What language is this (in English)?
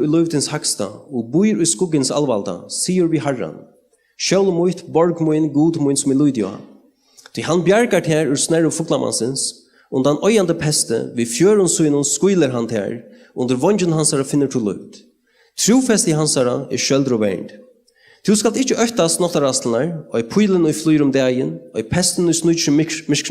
Faroese